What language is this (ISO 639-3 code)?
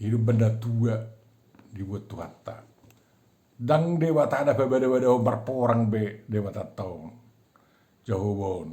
bbc